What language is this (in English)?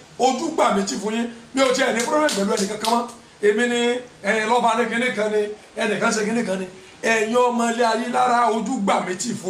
Yoruba